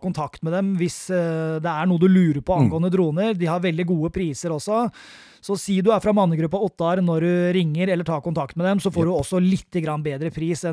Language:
Norwegian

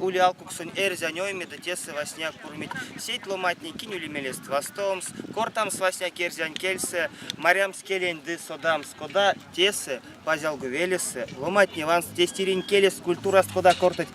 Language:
Erzya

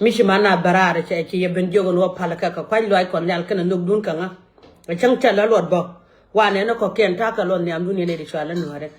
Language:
Nuer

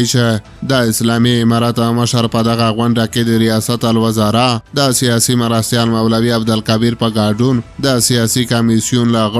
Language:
Pashto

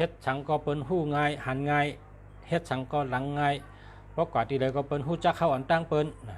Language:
Shan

